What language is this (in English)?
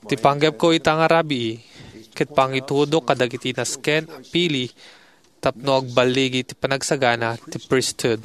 Iloko